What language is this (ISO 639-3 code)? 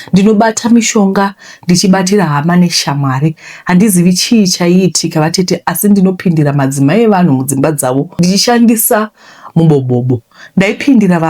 sna